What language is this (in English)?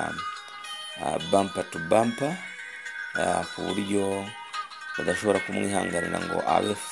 Kinyarwanda